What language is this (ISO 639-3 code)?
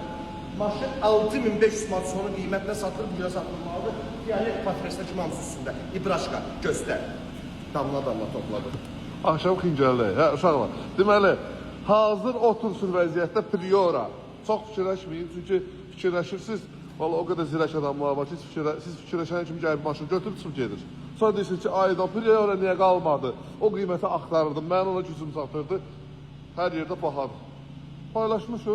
aze